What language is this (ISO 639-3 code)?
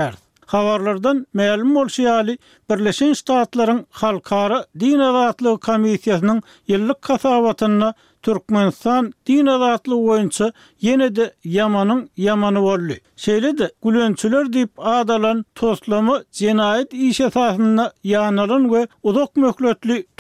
tuk